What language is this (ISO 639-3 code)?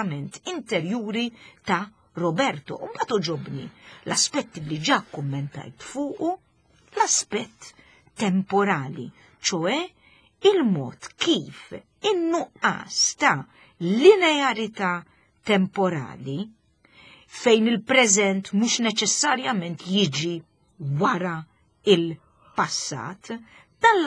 mlt